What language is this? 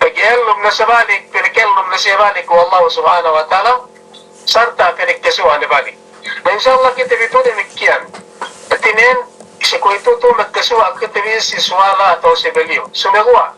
Yakan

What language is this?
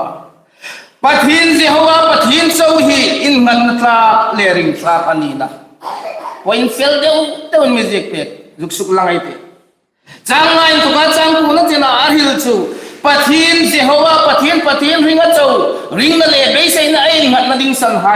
Hmar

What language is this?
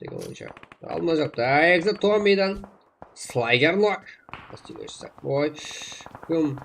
Kara-Kalpak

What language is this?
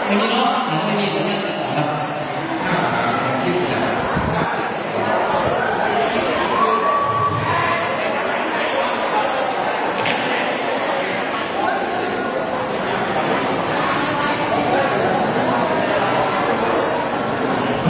Thai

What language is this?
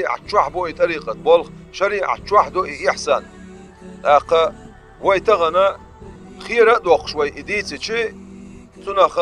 Chechen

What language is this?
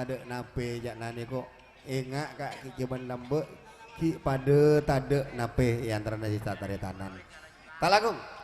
Madurese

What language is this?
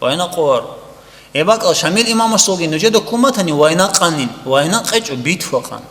Avaric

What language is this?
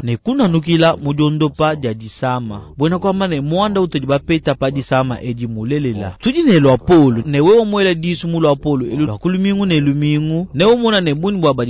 Luba-Lulua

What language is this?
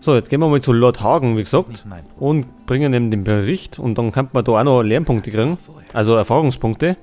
Bavarian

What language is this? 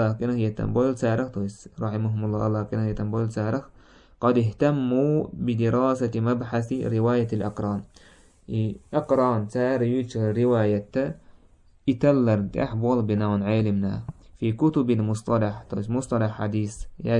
Chechen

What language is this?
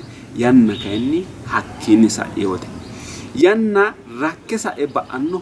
Sidamo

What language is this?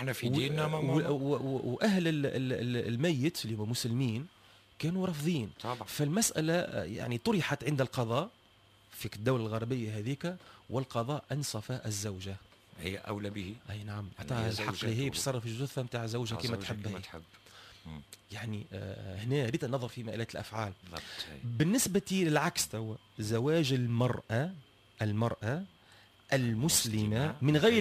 Tunisian Arabic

